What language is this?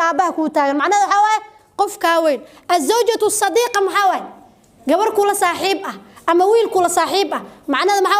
Somali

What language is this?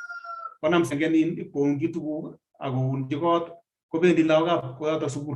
Kalenjin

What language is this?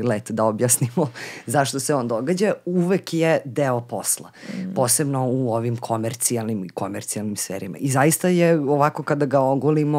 Serbian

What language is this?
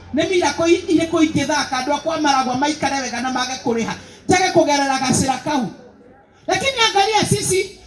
Kikuyu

